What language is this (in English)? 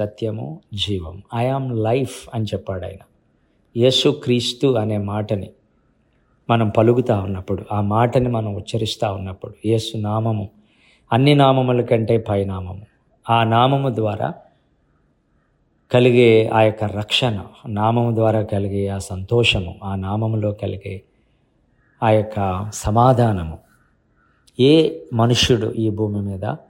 Telugu